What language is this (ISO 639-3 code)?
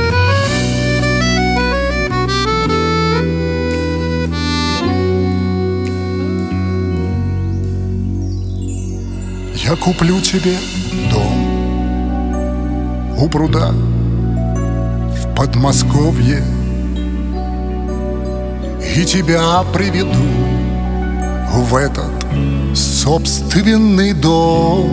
rus